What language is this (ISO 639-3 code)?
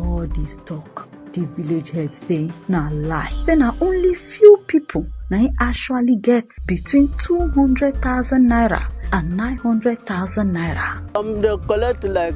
pcm